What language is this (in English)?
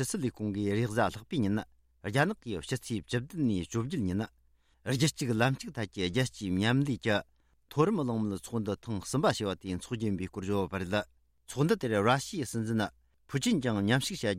Tibetan